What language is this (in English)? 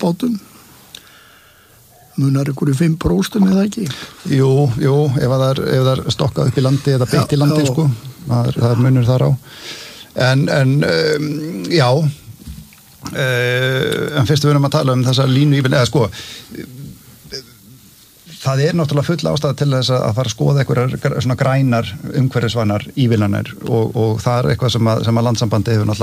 Icelandic